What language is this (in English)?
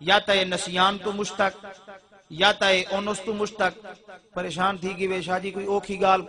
Saraiki